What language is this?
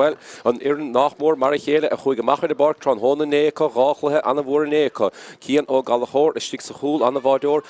Irish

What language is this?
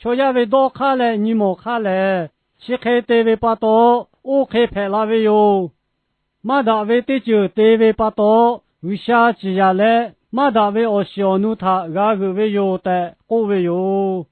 Lahu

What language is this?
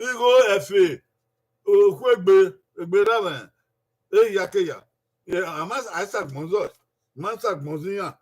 Bini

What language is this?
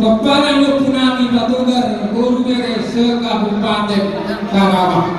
Batak Toba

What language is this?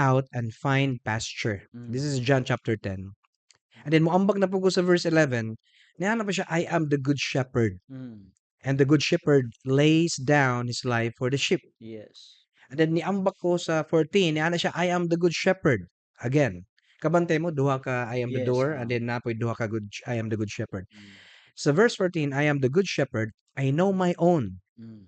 Cebuano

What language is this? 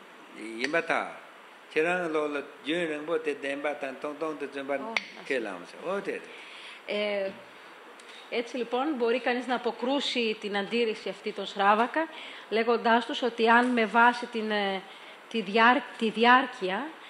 Greek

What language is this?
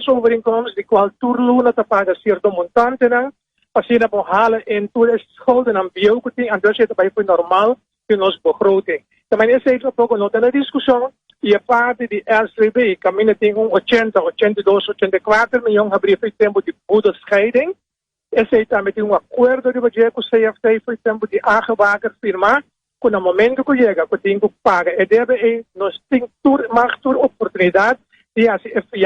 Papiamento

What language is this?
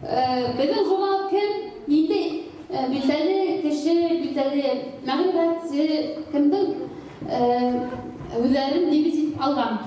Bashkir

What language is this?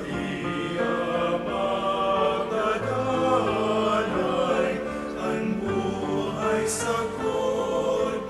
Bikol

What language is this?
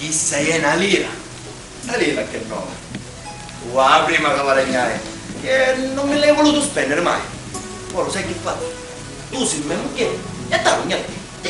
Sicilian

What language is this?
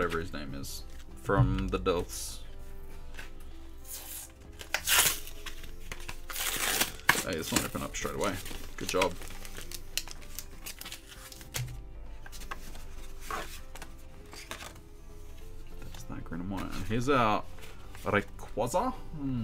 English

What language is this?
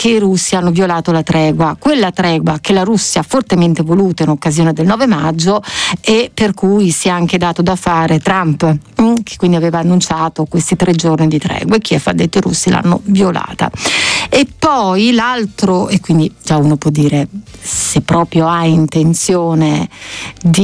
Italian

